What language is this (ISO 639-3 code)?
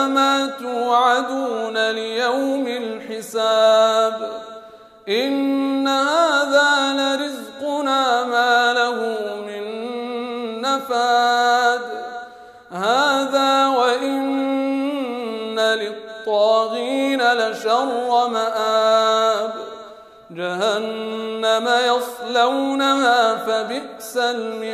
ara